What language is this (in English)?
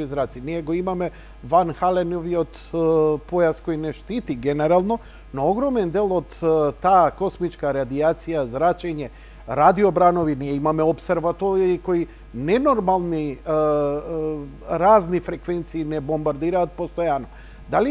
Macedonian